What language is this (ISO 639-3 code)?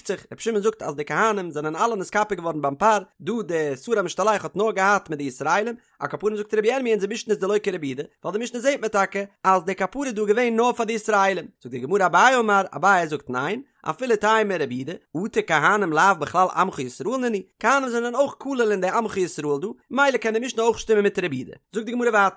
yid